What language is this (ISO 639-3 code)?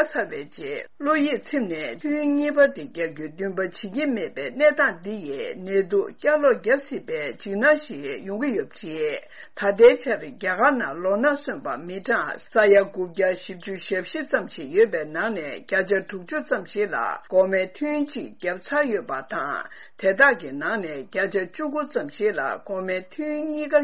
bod